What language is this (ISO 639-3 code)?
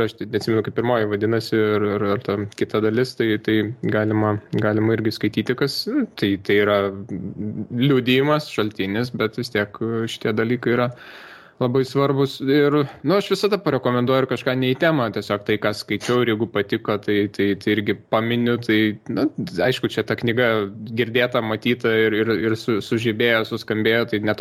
lit